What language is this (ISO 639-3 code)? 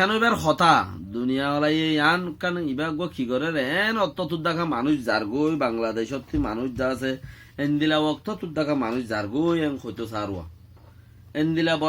rhg